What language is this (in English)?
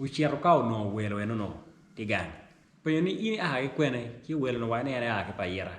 Acoli